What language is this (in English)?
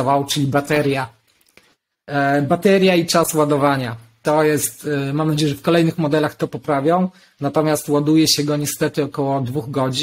Polish